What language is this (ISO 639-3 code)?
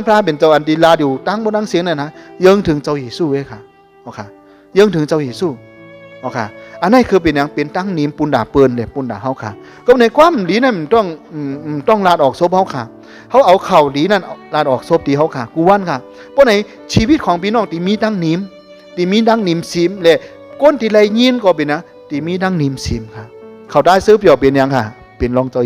shn